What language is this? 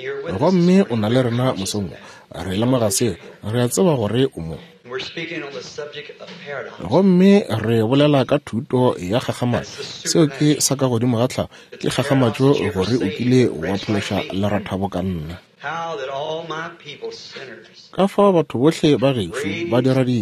Northern Sotho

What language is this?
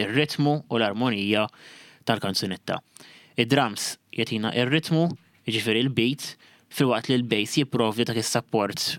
Maltese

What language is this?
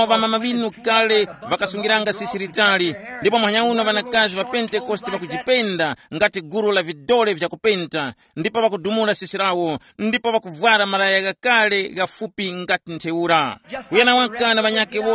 Tumbuka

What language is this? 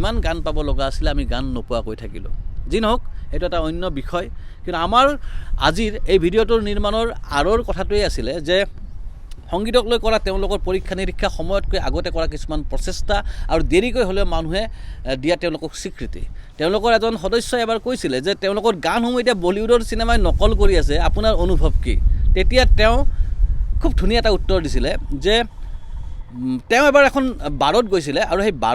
Assamese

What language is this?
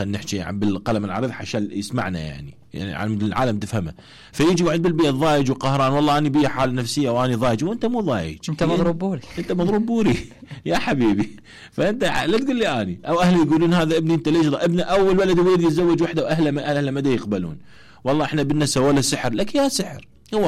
Mesopotamian Arabic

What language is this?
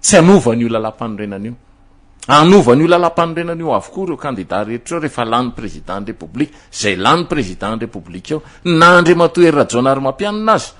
Malagasy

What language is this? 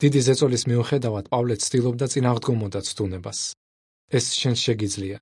Georgian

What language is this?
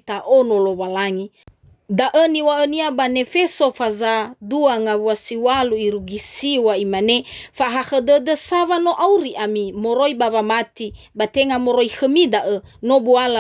Nias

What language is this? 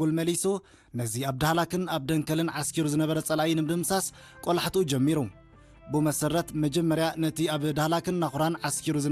Tigrinya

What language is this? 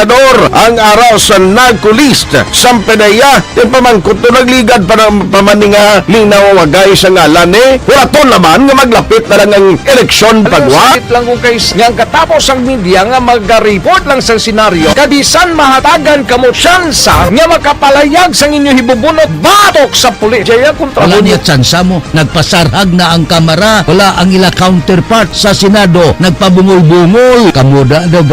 Hiligaynon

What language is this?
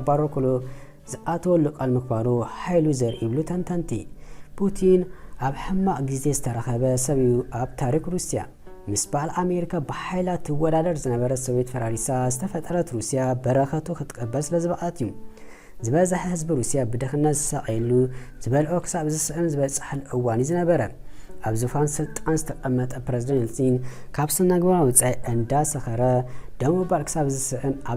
Tigrinya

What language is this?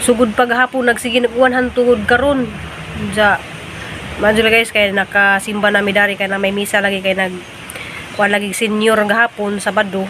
Cebuano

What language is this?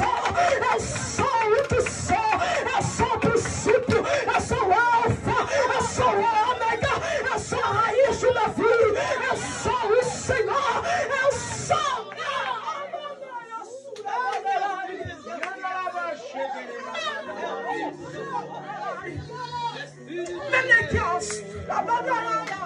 Portuguese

